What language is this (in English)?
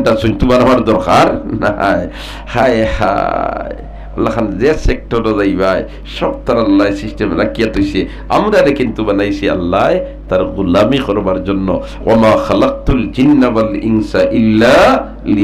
Sylheti